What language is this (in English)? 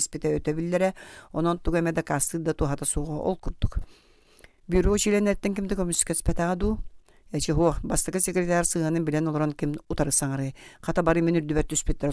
Yakut